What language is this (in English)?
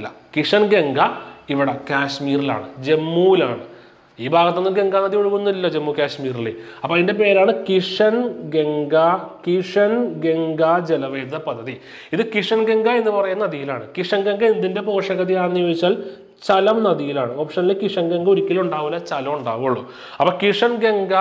Malayalam